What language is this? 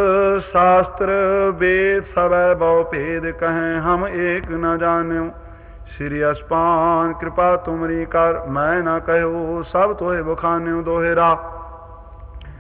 Punjabi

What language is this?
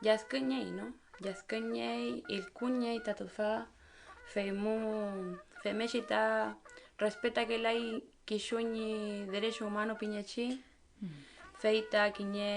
Mapuche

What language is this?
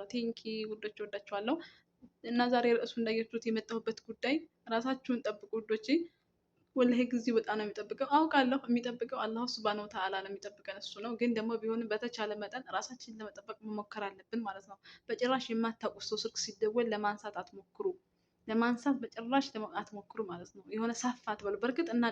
Amharic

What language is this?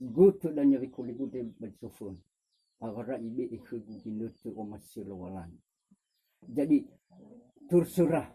Nias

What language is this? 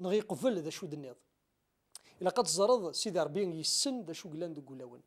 Kabyle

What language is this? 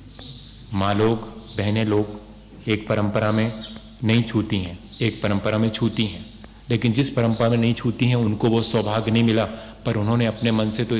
Hindi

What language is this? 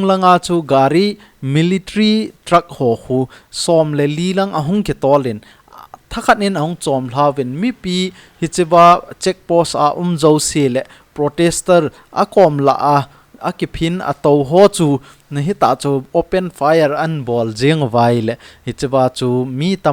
Thado Chin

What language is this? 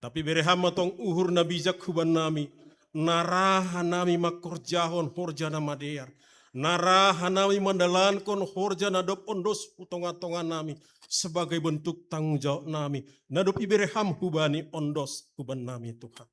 Batak Simalungun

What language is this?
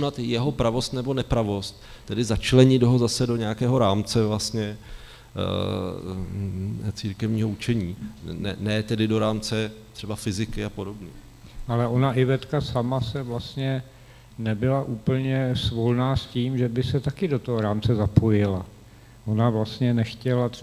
Czech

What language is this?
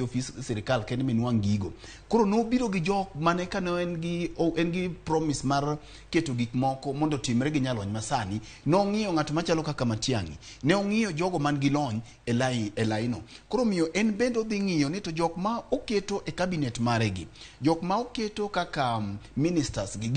Luo (Kenya and Tanzania)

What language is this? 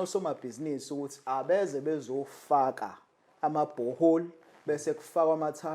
Zulu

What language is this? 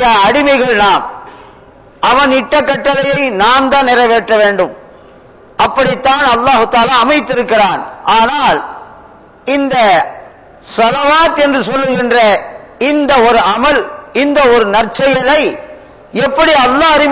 Tamil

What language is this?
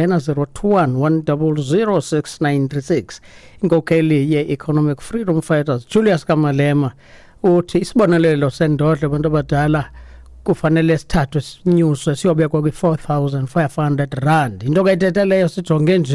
Xhosa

